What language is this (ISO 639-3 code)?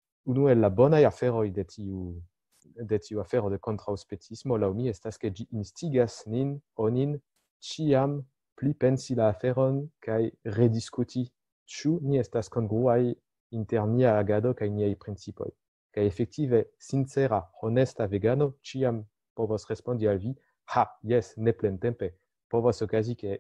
epo